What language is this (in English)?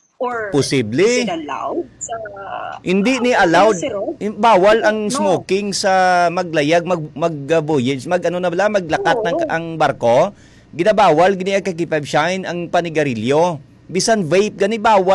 Hiligaynon